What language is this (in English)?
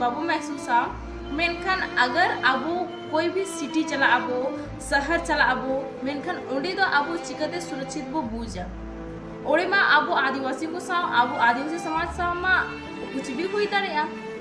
Santali